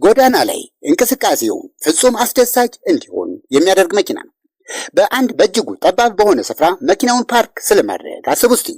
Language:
Amharic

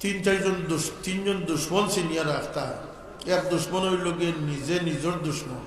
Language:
Sylheti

